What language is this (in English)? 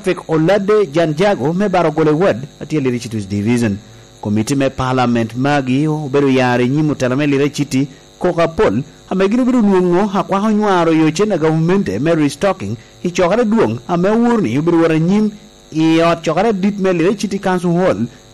Lango (Uganda)